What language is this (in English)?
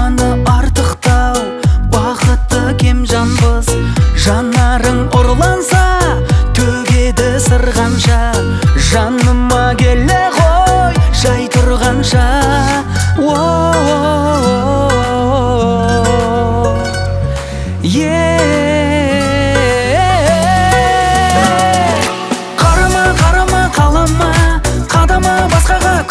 Kazakh